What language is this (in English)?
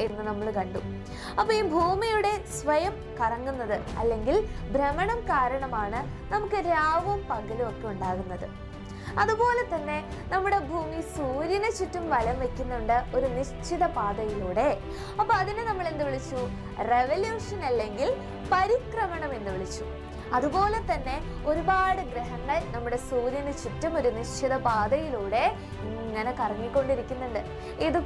Malayalam